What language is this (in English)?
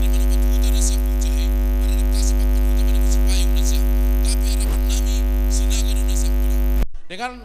Batak Simalungun